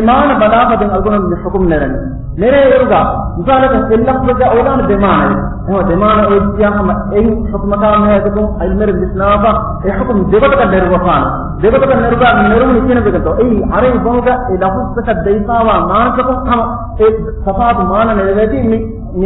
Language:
Divehi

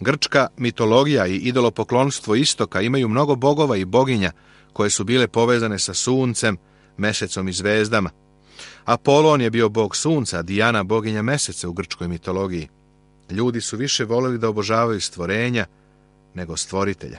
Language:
Serbian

